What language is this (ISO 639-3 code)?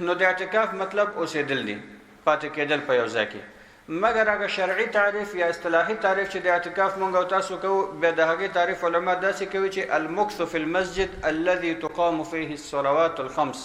pus